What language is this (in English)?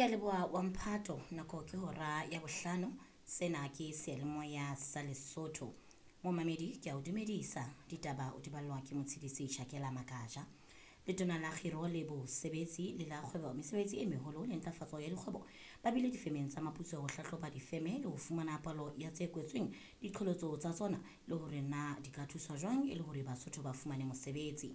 Southern Sotho